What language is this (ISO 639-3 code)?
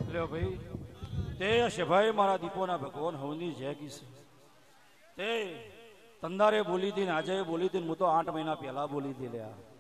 guj